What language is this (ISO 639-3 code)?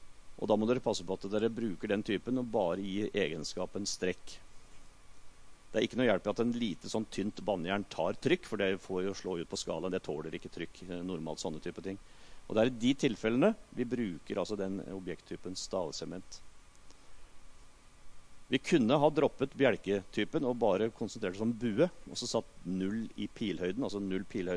nor